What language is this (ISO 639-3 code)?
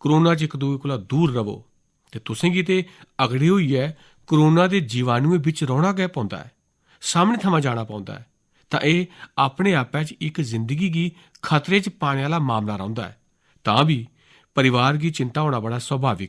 doi